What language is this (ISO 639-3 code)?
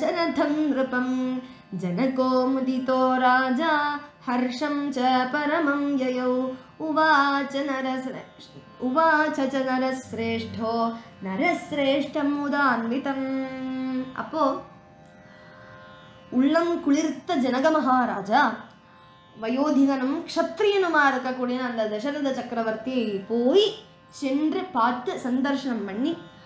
tam